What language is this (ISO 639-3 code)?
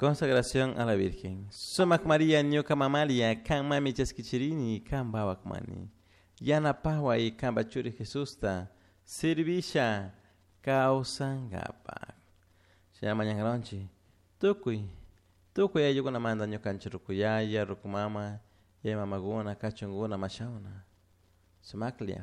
qug